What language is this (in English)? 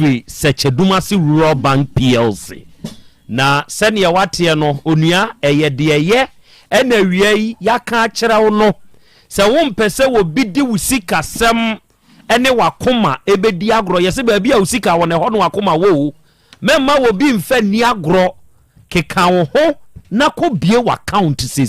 Akan